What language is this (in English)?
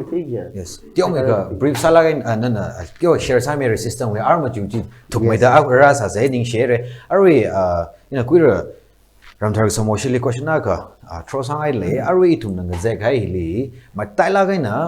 Tangkhul Naga (India)